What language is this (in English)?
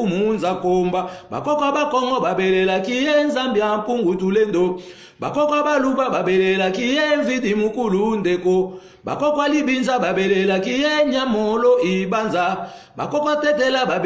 Lingala